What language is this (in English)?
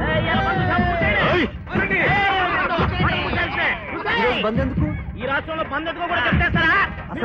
Telugu